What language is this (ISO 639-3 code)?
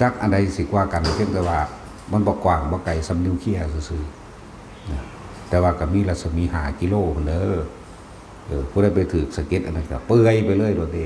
tts